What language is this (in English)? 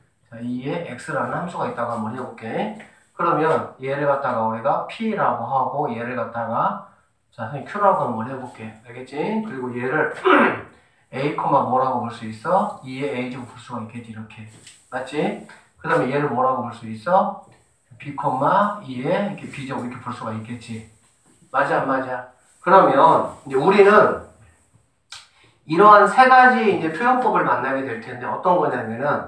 Korean